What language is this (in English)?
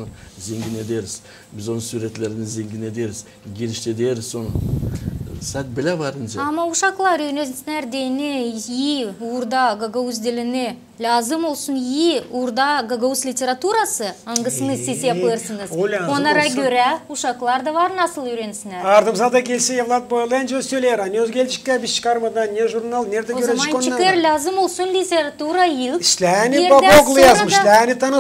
Gagauz